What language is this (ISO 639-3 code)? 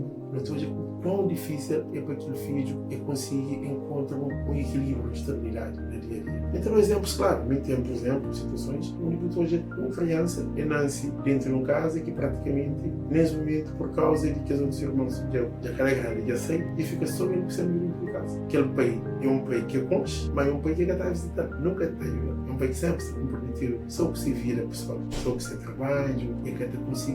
kea